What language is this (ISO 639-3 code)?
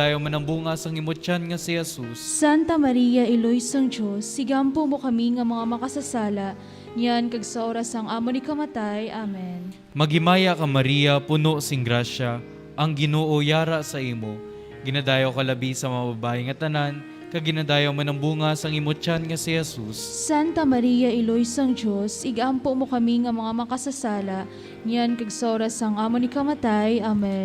hil